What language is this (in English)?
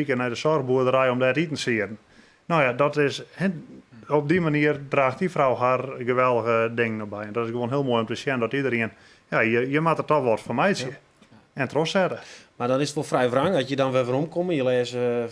Western Frisian